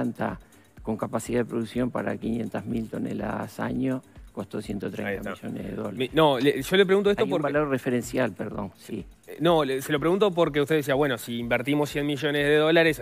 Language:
Spanish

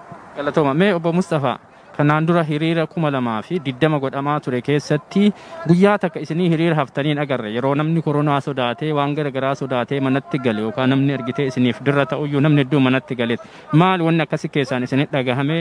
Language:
Oromo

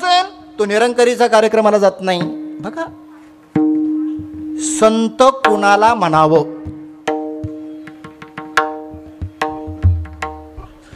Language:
Marathi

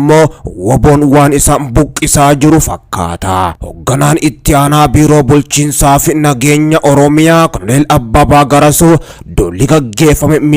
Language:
Oromo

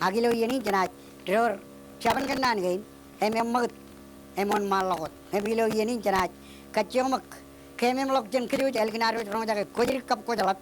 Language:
Marshallese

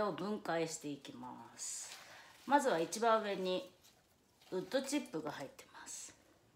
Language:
Japanese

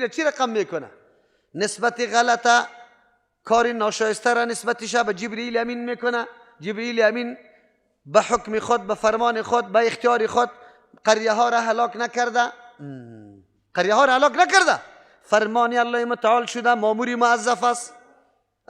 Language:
Persian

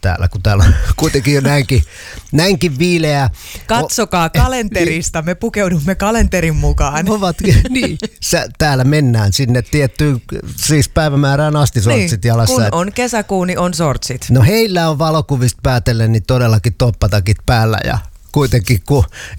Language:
Finnish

